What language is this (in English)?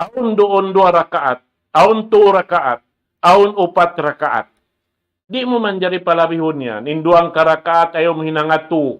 Tausug